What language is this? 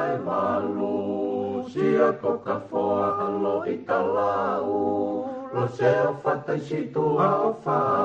Tongan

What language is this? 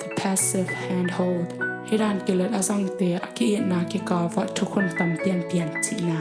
Tedim Chin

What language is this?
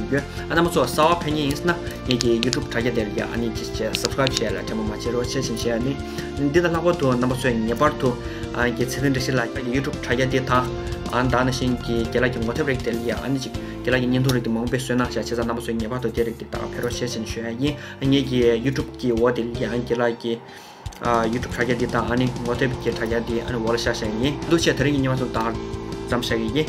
Tibetan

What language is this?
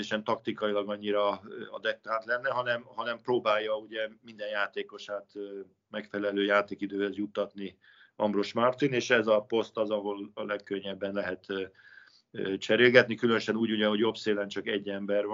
Hungarian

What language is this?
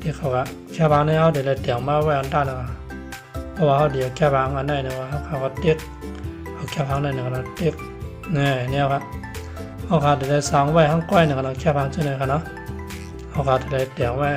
Shan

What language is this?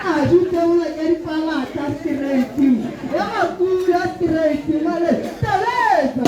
Tswana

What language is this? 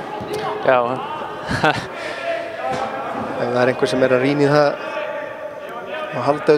Icelandic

